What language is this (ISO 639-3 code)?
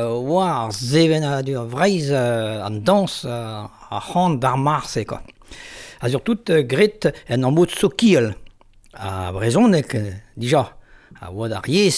bre